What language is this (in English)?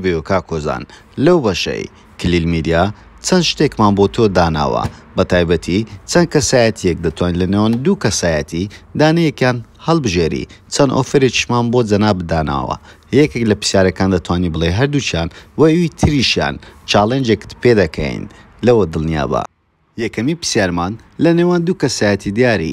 Central Kurdish